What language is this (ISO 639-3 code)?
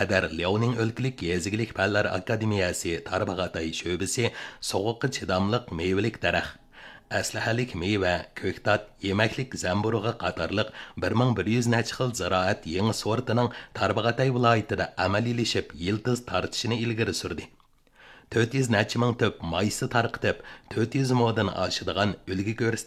uig